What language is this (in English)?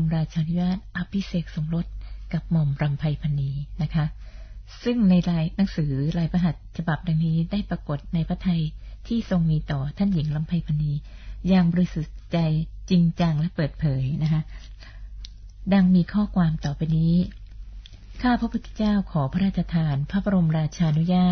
Thai